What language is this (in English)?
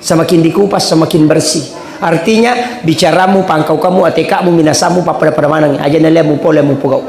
Buginese